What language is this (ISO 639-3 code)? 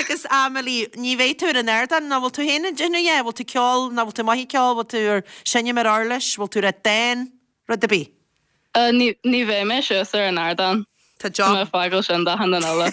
gle